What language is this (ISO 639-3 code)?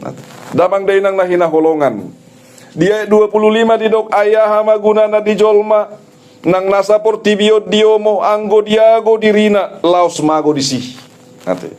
bbc